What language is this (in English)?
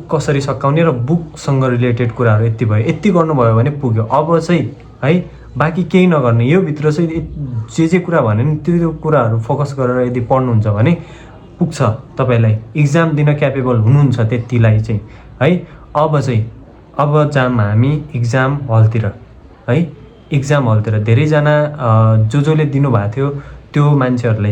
Nepali